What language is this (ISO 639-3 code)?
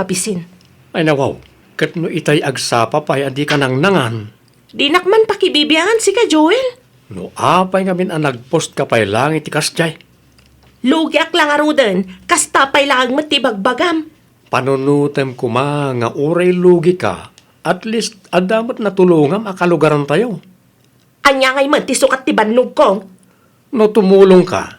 ilo